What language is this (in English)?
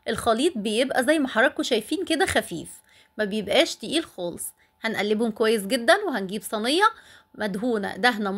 Egyptian Arabic